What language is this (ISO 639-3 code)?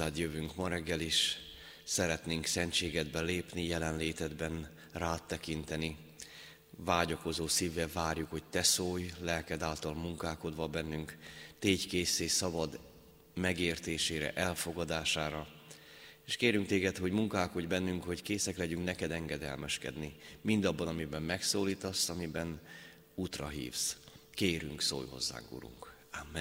hun